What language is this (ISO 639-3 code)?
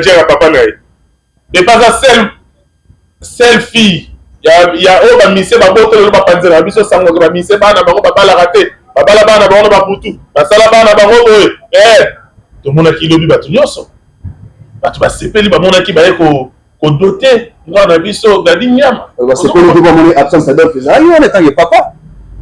lin